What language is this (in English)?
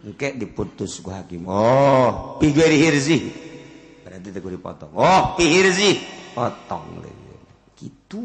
Sundanese